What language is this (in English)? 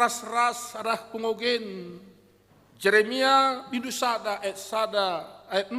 Batak Karo